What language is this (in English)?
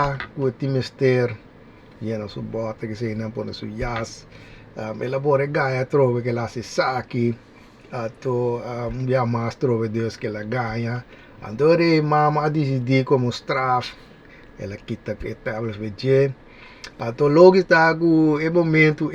Papiamento